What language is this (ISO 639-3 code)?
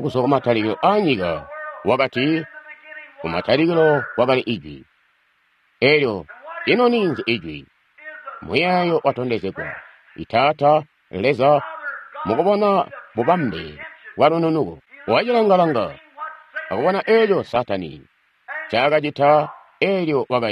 toi